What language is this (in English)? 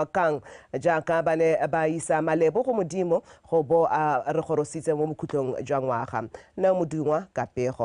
Tswana